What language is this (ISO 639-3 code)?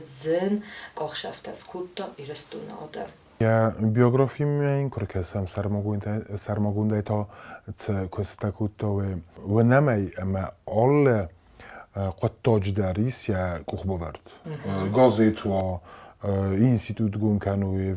oss